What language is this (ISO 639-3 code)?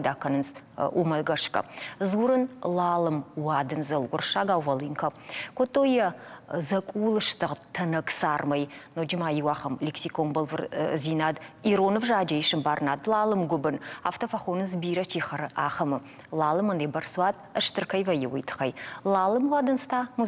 oss